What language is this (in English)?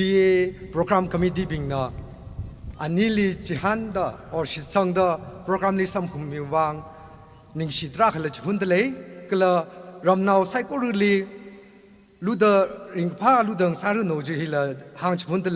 Tangkhul Naga (India)